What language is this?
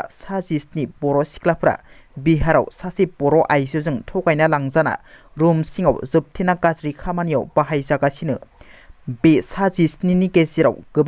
Bodo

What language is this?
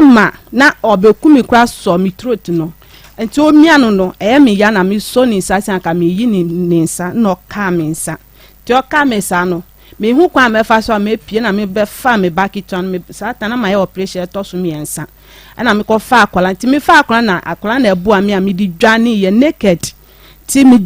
Akan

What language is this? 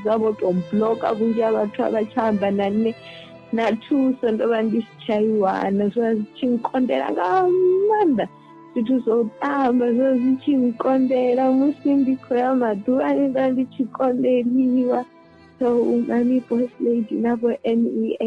Venda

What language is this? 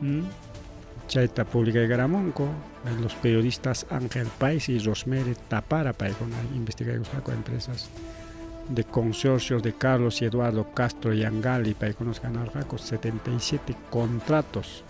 Ayacucho Quechua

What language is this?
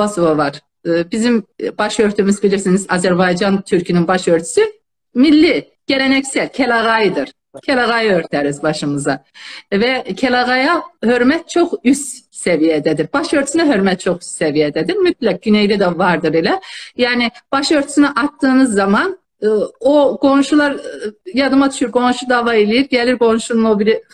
South Azerbaijani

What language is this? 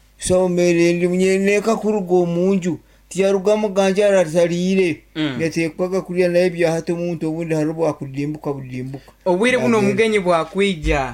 Nyankole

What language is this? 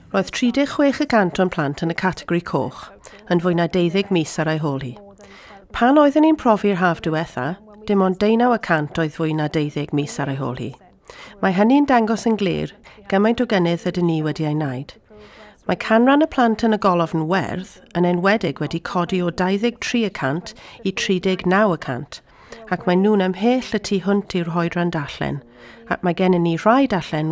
Welsh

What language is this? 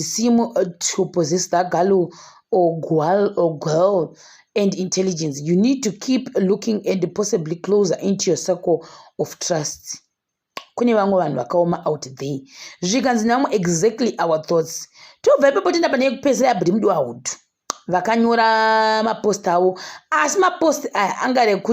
Shona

